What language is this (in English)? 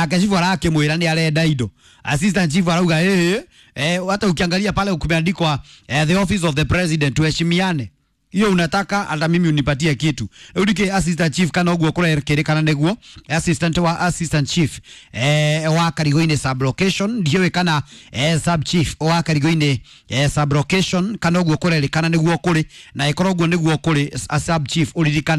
Kikuyu